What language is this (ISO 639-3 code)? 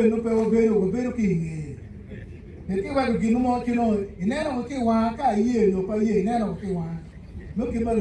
ach